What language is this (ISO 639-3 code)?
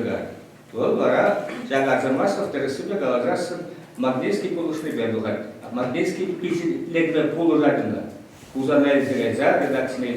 chv